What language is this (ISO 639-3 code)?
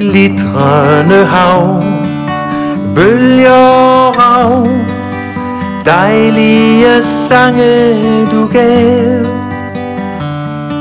dan